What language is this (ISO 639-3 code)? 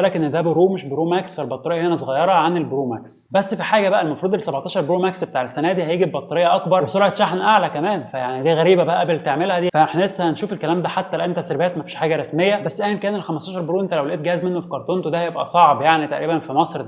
arz